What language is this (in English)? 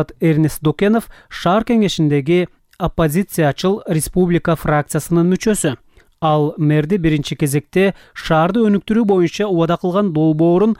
Kyrgyz